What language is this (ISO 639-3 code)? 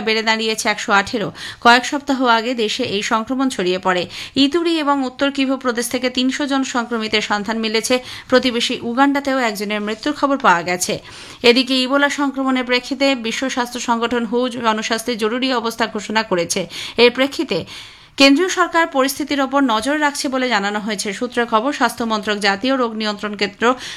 ben